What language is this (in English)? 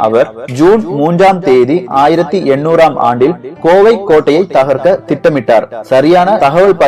Tamil